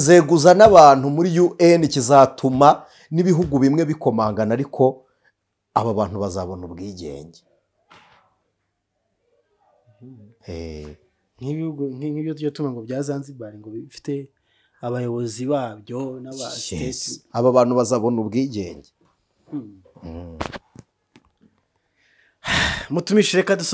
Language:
Kinyarwanda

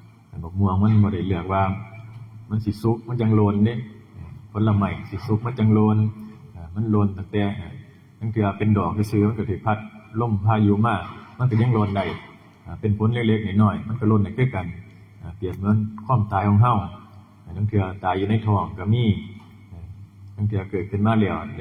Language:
Northeastern Thai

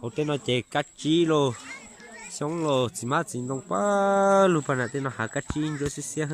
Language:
Hmong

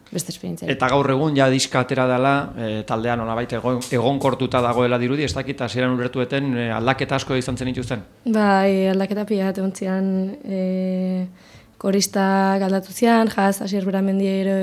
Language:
Basque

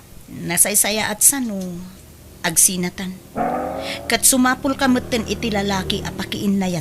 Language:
Iloko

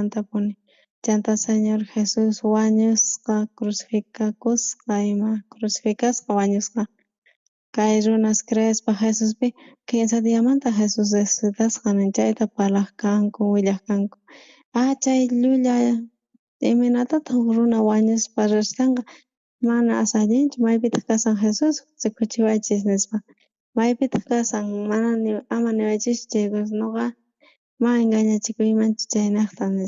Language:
South Bolivian Quechua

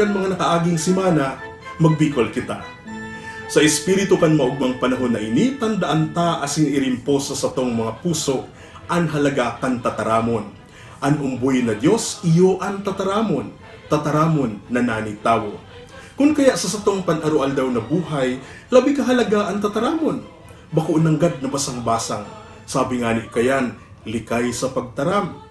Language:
Bikol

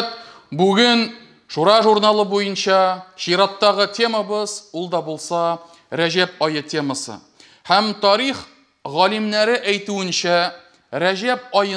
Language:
Tatar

